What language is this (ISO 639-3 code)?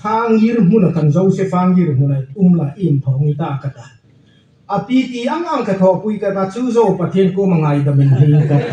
hmr